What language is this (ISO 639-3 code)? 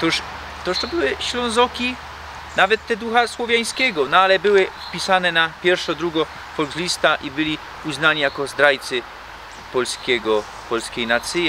szl